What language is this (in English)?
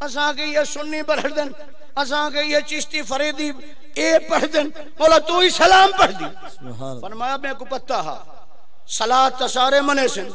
Saraiki